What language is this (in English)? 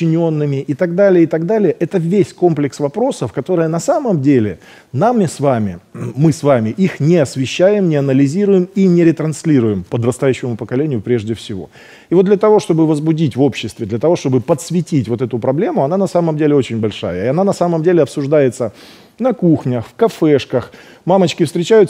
Russian